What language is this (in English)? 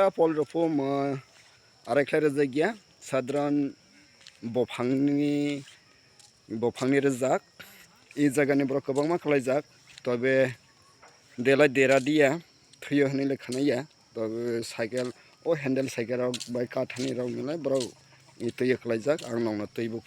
Kok Borok